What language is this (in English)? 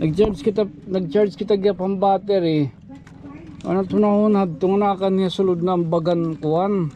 Waray